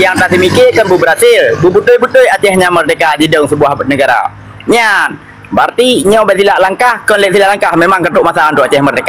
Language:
Achinese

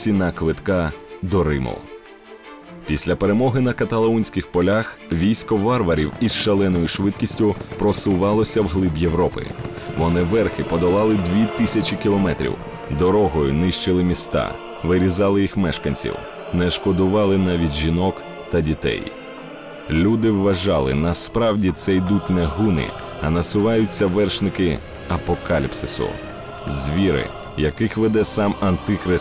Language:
Ukrainian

